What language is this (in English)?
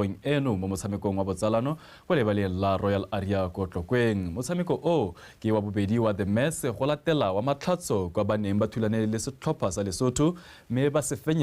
Tswana